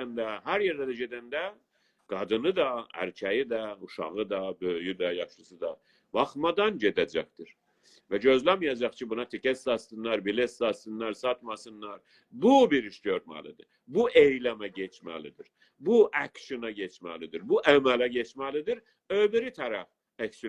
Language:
South Azerbaijani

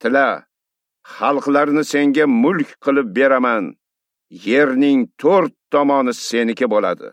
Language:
Uzbek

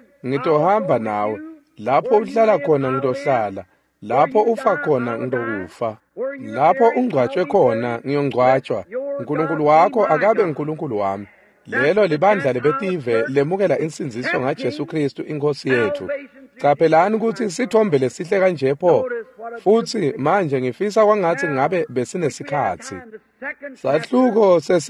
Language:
Swati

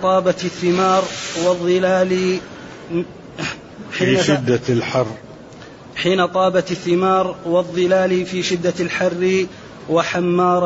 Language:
Arabic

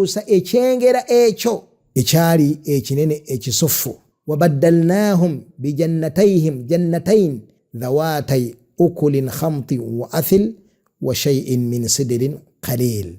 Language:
Ganda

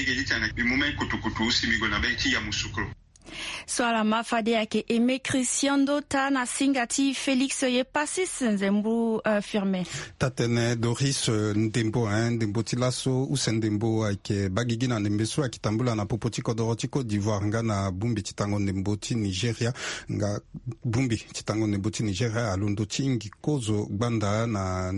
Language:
Sango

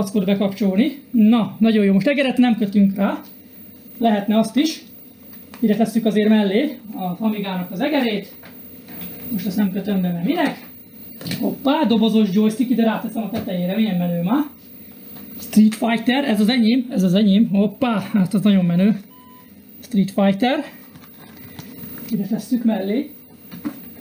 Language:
Hungarian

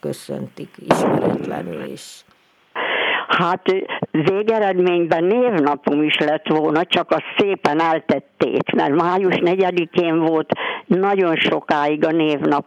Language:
Hungarian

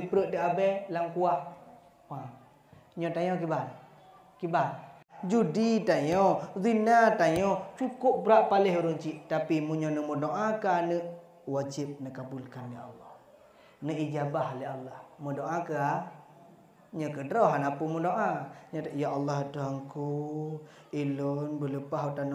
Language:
Achinese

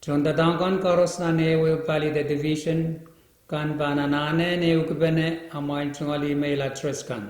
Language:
Pohnpeian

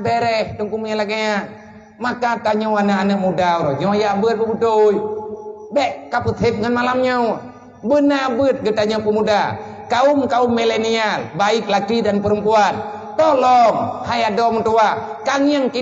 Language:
Achinese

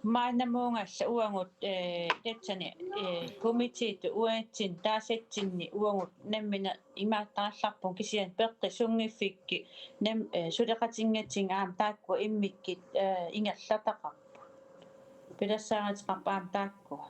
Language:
Kalaallisut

